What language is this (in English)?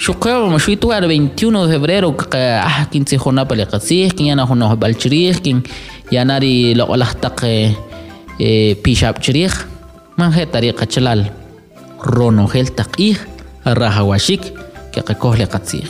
Kʼicheʼ